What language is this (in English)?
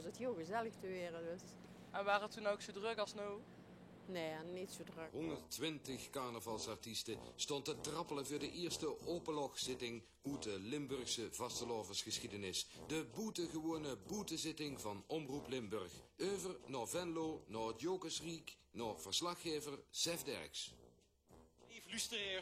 Limburgish